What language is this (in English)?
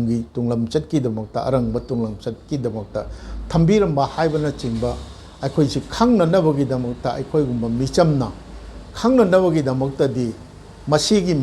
Manipuri